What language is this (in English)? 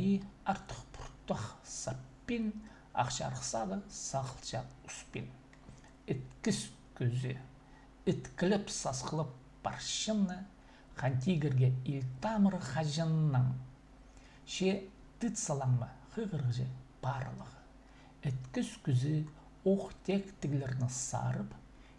Khakas